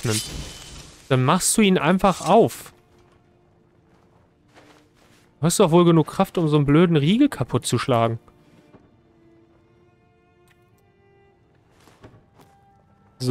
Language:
German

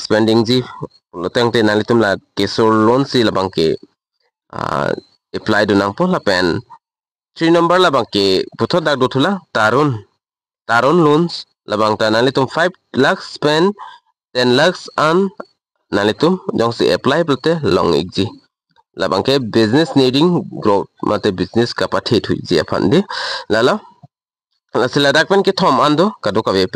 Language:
Karbi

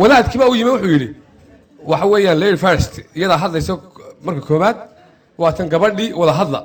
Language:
Somali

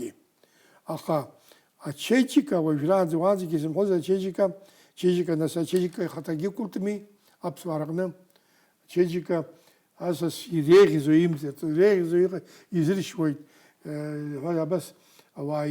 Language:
Abkhazian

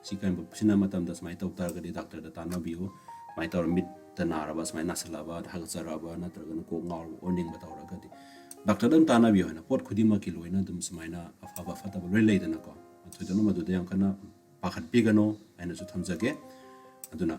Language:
Manipuri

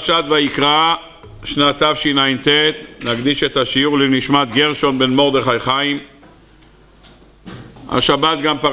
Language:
Hebrew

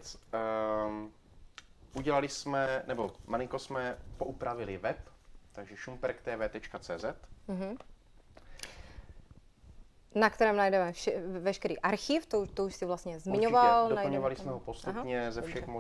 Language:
Czech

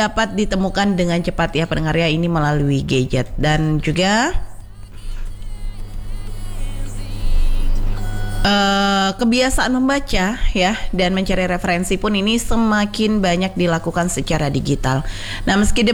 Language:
Indonesian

